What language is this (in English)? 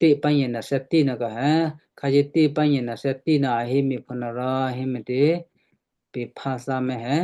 Western Kayah